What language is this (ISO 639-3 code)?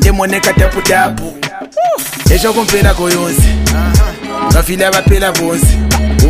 bem